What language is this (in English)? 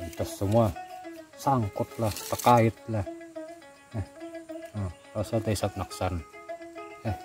Banjar